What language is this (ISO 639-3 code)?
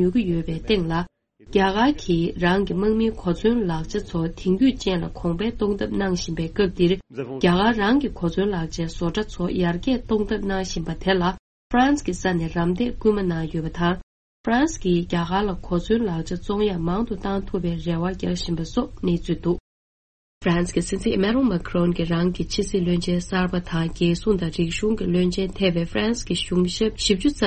bod